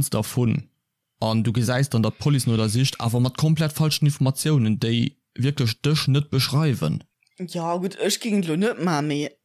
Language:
Luxembourgish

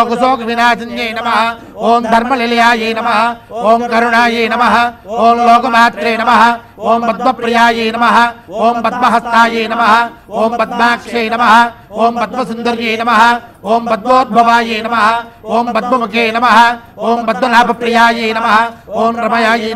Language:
Telugu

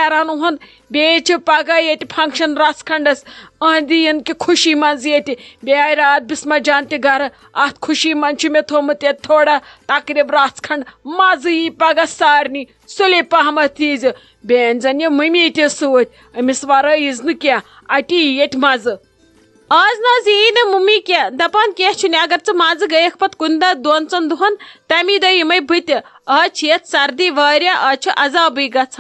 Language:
Kashmiri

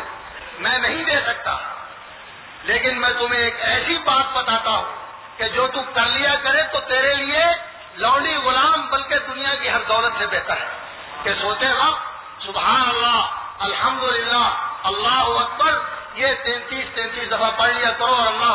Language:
Urdu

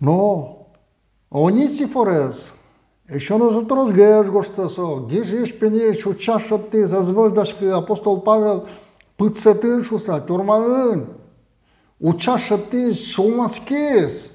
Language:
Udmurt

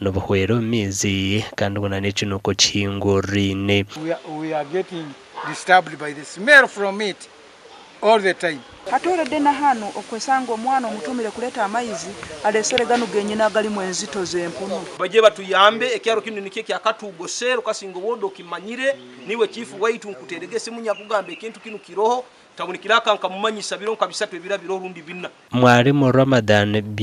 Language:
Nyankole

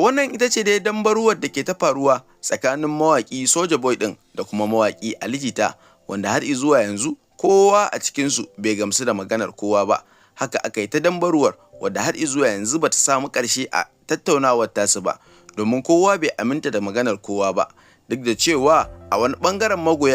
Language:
Hausa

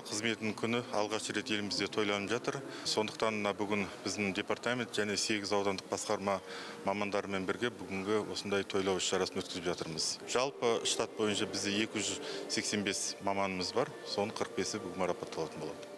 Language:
Kazakh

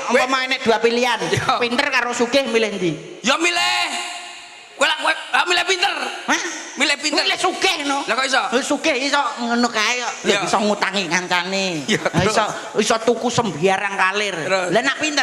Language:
Javanese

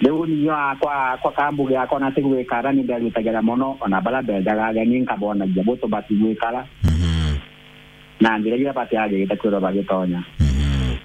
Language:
Meru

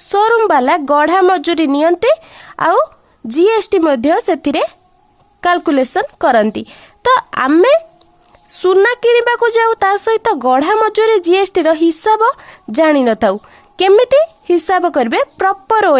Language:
Odia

